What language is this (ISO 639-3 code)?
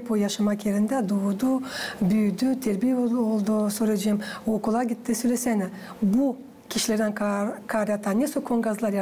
gag